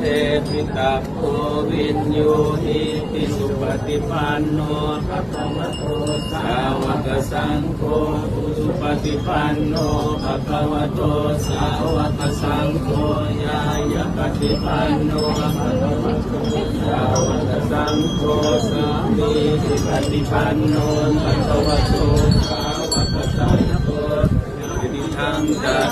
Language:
Pali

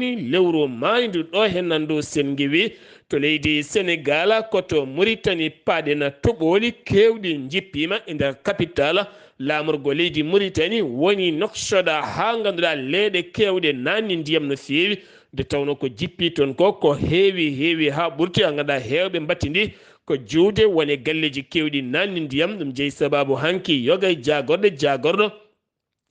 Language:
Fula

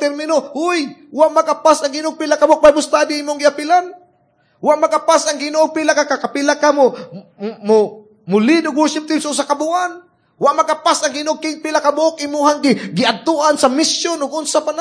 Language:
Cebuano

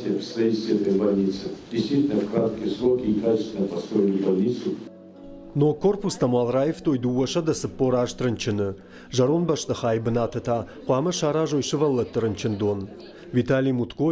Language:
Ossetic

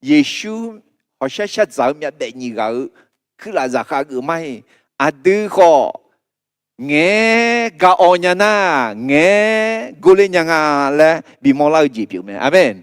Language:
Akha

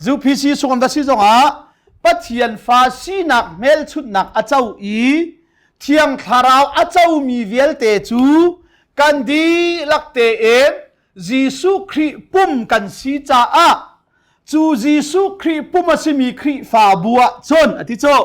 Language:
Hakha Chin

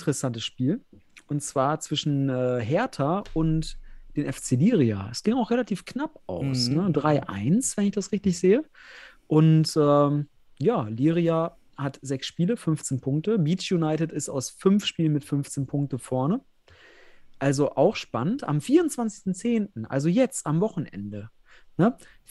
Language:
German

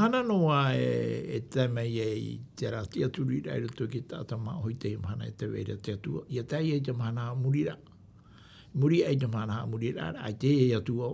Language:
Tahitian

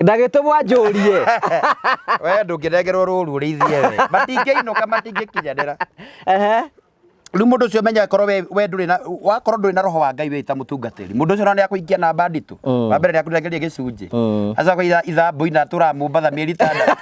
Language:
Kikuyu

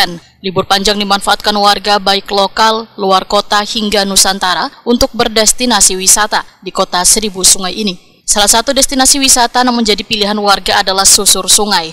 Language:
Banjar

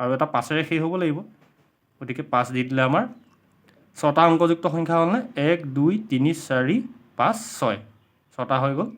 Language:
Assamese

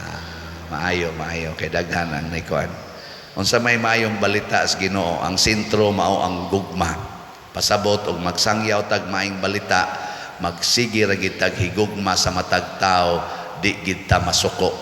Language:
Cebuano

